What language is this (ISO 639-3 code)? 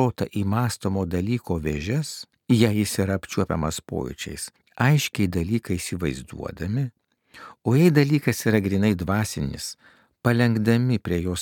lit